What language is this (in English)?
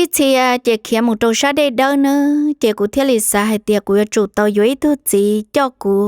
Hmong